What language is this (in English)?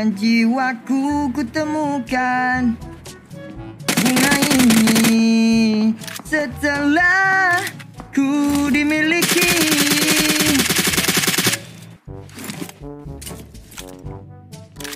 Malay